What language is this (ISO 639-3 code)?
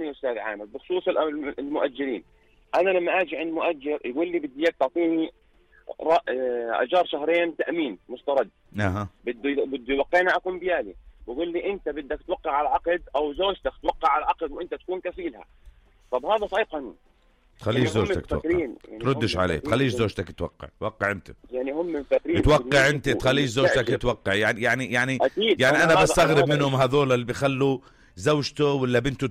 apc